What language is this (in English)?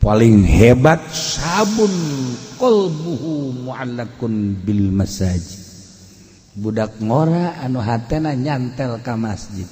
Sundanese